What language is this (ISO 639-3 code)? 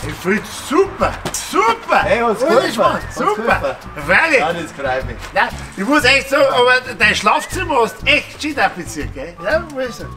bar